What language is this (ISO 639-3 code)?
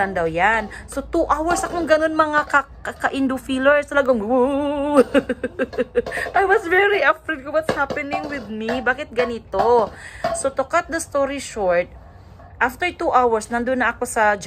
fil